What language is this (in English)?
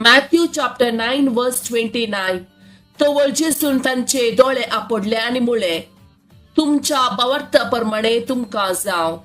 Konkani